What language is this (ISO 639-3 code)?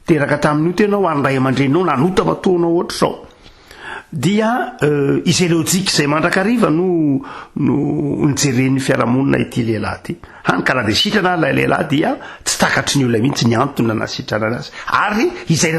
mlg